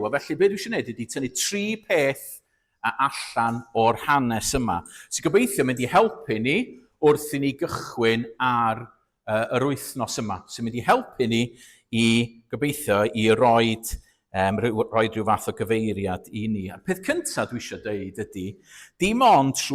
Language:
Welsh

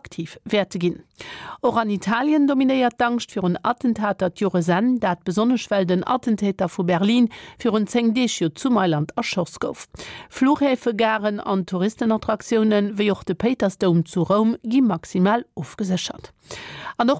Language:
Luxembourgish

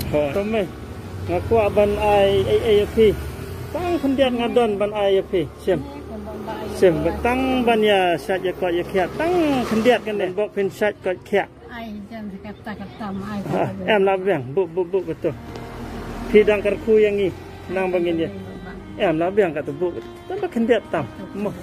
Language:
Khasi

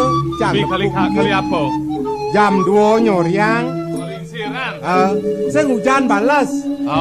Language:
Balinese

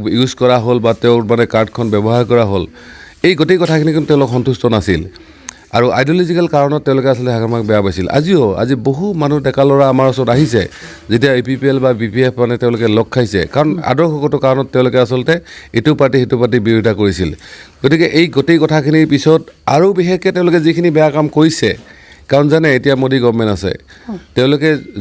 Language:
Assamese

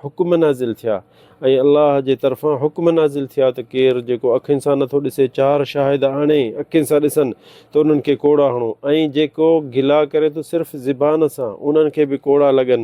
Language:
Sindhi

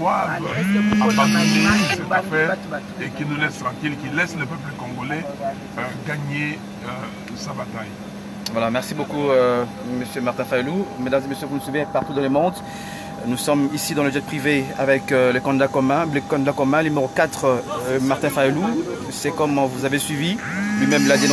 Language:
French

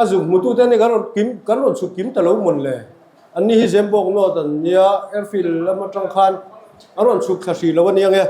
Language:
Mizo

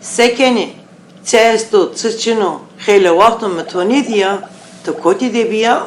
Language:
Zaza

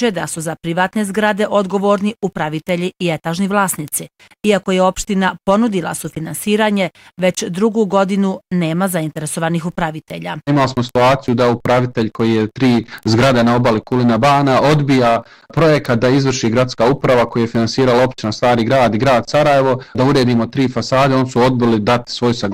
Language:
Bosnian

